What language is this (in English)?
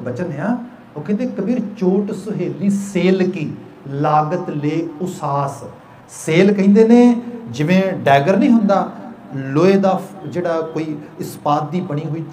Punjabi